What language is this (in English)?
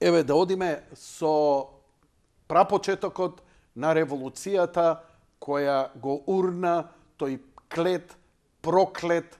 Macedonian